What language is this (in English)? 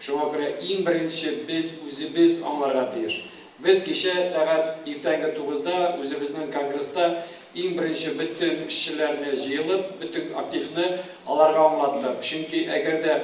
Tatar